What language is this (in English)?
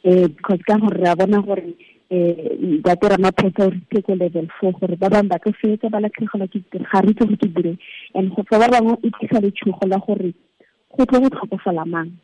Tswana